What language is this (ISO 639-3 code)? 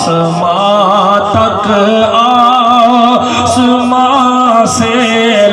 skr